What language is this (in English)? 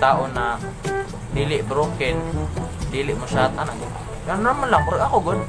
Cebuano